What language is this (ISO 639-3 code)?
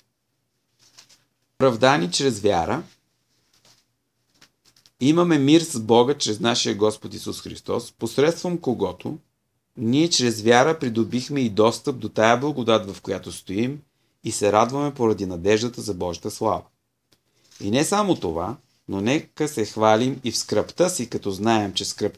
bul